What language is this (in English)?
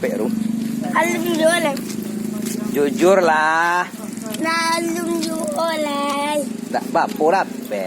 Minangkabau